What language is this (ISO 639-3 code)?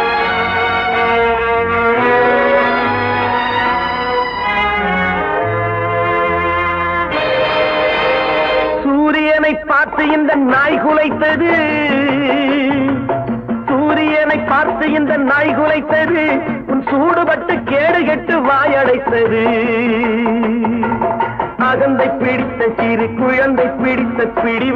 tam